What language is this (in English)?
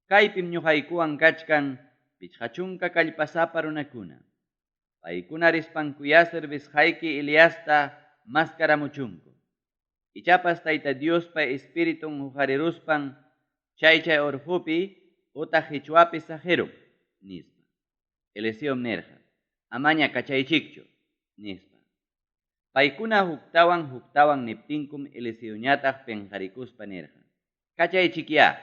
Ayacucho Quechua